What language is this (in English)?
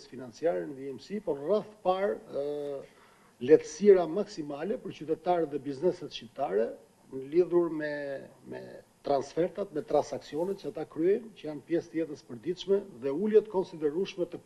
Albanian